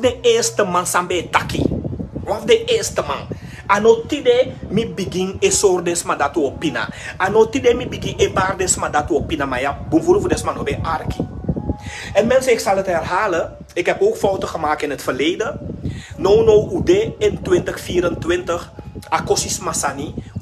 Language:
Sranan Tongo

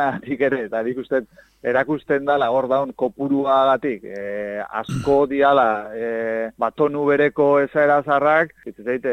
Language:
Basque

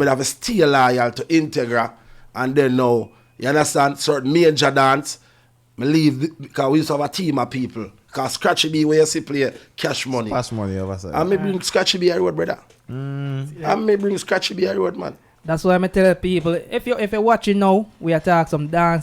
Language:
Jamaican Creole English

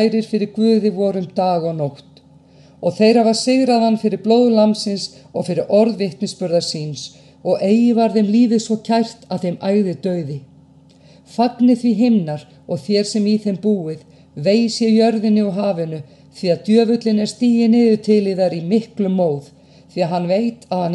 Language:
Icelandic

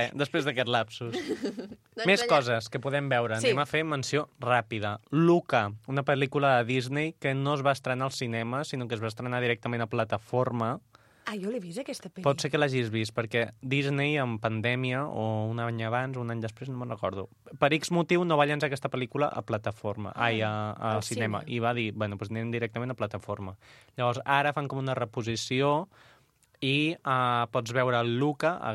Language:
Catalan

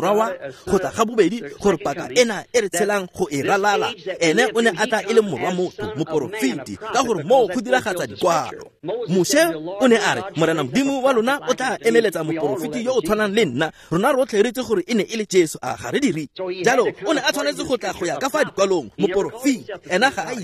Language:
Tswana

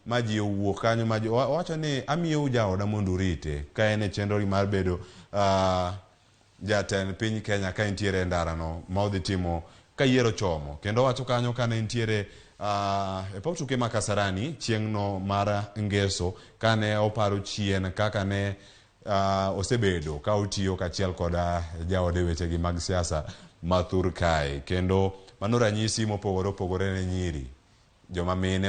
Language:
Luo (Kenya and Tanzania)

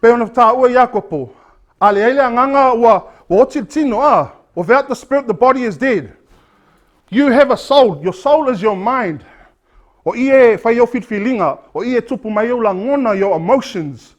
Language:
Samoan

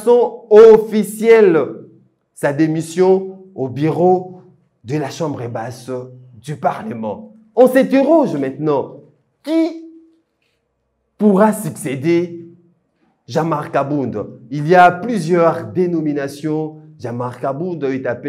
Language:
French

